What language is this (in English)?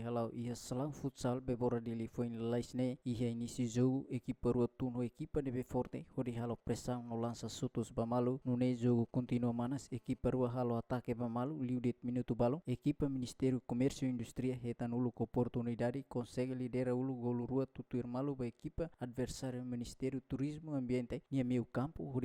Tetum